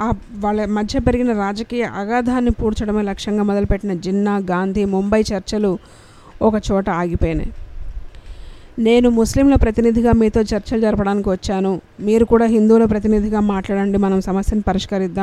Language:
Telugu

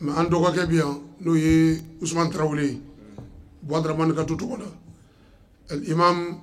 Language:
Bambara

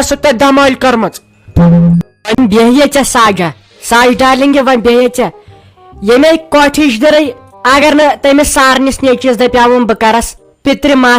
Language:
Kashmiri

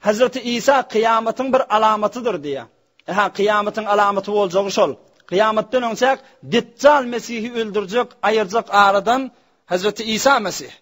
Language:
Turkmen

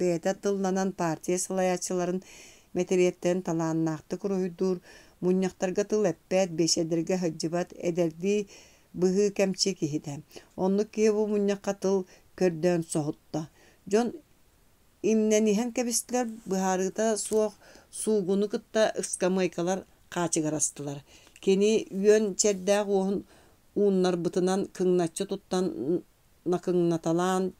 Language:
Yakut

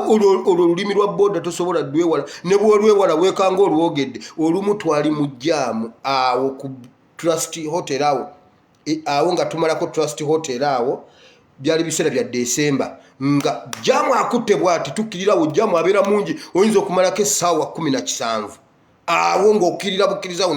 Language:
Ganda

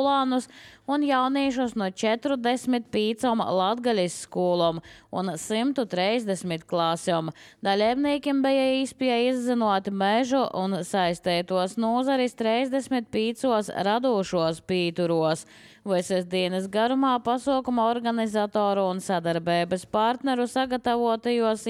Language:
Latvian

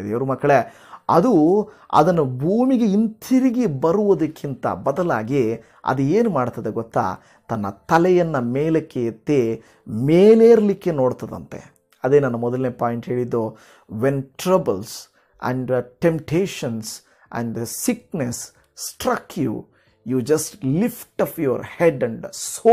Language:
Kannada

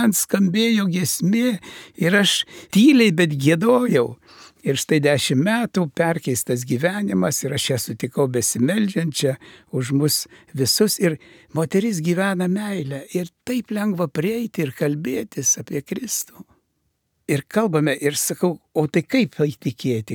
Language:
Lithuanian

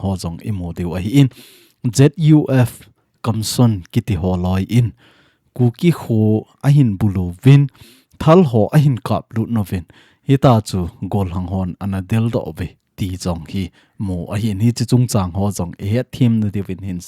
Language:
Thado Chin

